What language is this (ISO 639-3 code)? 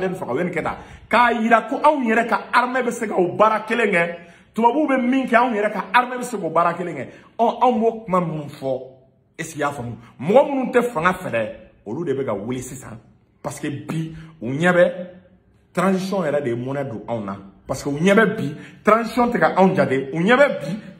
bam